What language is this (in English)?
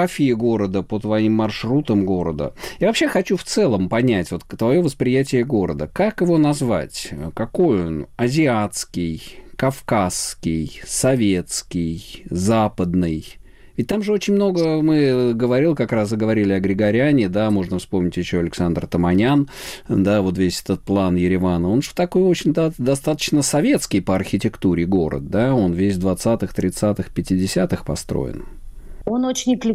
Russian